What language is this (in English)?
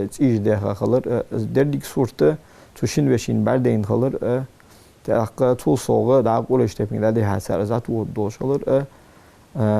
Ingush